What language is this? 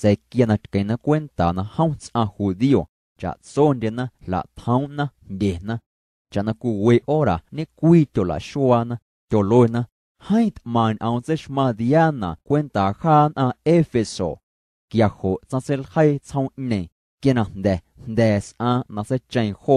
Guerrero Amuzgo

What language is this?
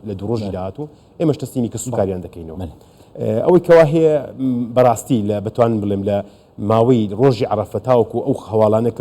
Central Kurdish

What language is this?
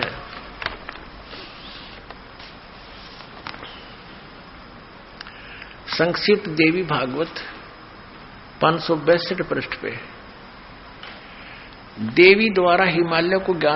Hindi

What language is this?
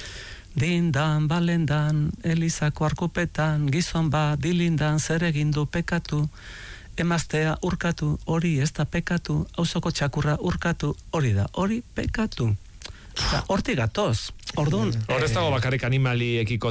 Basque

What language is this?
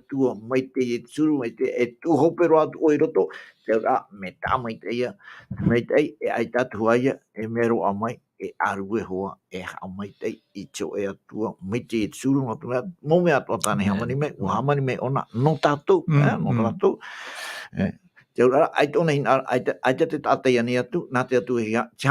Tahitian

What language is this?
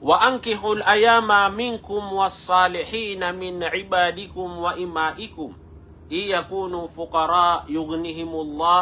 Maranao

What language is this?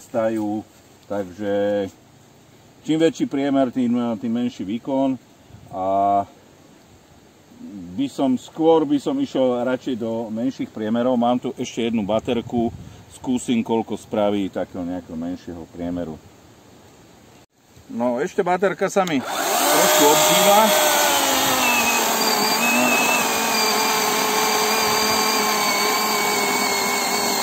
Slovak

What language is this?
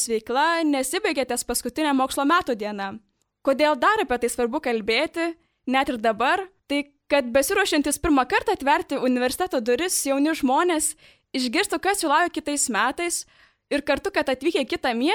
Lithuanian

